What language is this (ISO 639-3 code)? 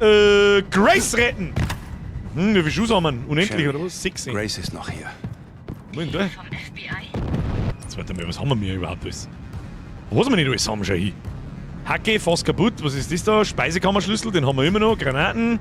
bar